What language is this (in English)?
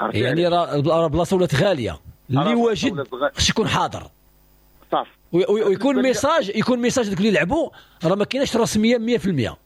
Moroccan Arabic